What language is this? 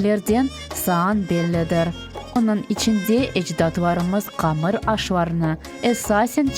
Crimean Tatar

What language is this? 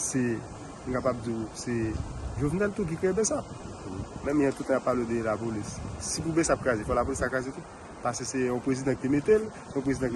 Haitian Creole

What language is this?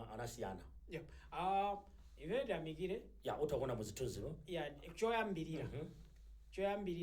Nyanja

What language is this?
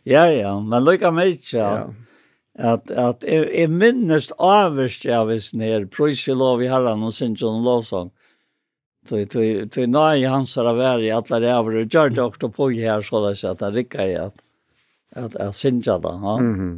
Faroese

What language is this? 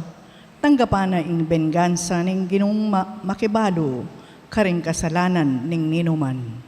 Pampanga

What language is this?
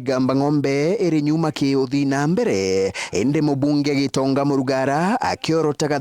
Meru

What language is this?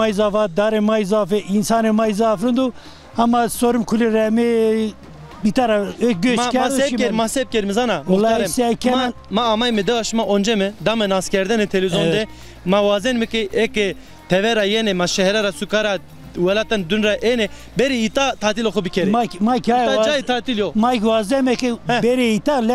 Zaza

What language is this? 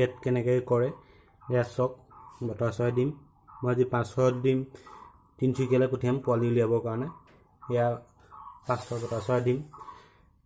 Assamese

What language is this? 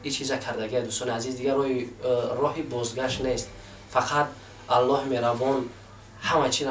Tajik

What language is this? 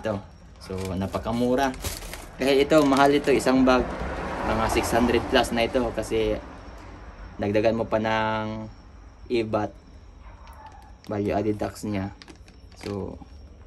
Filipino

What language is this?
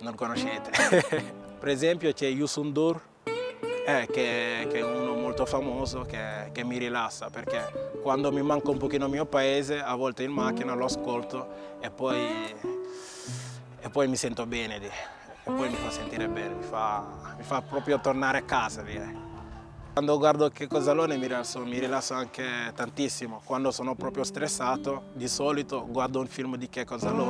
Italian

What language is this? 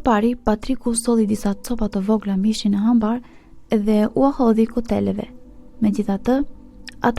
Albanian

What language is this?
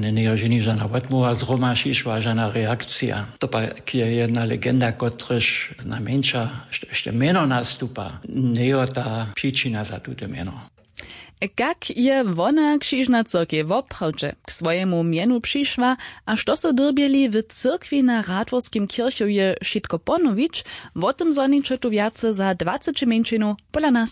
Upper Sorbian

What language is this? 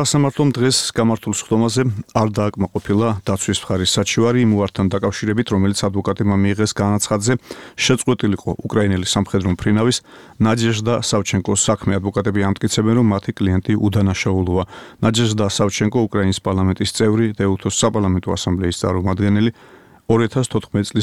Georgian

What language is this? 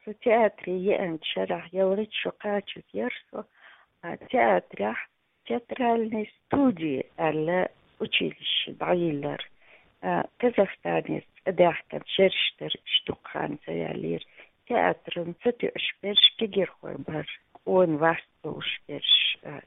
Chechen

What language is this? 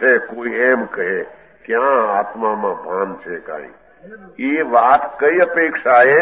Gujarati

